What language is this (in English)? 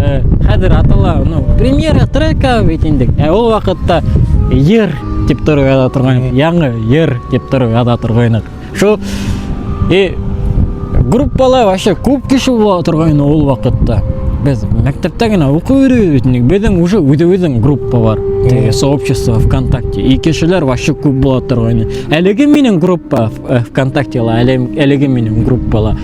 Bashkir